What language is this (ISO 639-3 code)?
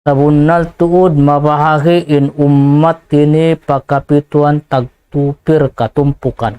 tsg